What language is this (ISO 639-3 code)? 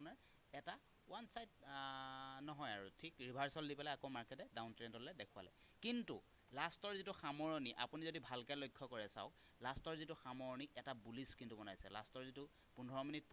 asm